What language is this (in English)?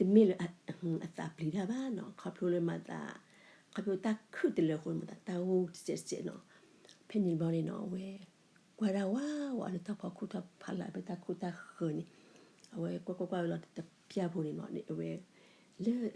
S'gaw Karen